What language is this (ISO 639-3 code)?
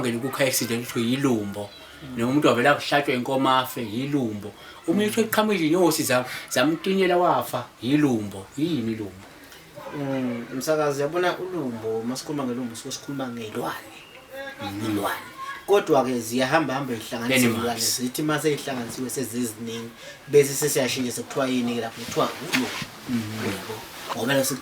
zul